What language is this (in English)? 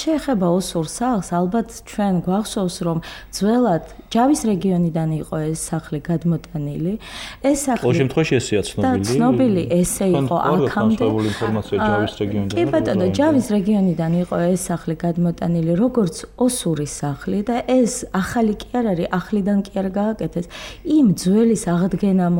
Georgian